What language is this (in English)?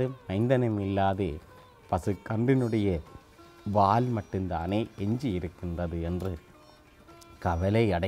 Tamil